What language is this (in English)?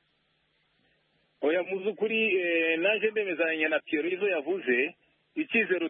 Kinyarwanda